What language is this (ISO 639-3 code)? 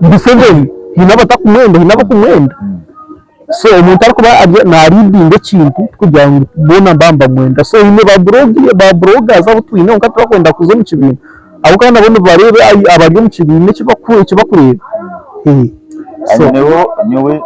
nyn